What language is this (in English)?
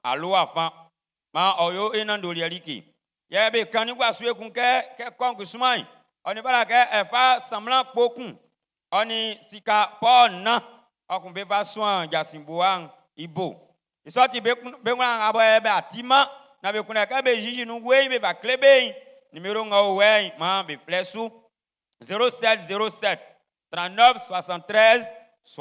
Baoulé